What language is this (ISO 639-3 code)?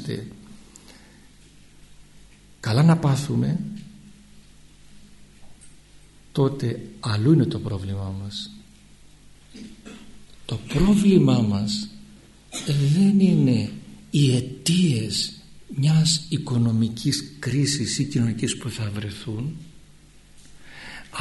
ell